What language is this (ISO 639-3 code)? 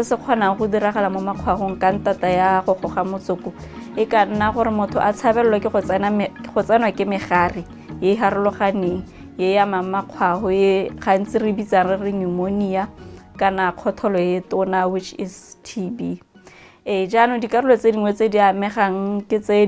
tsn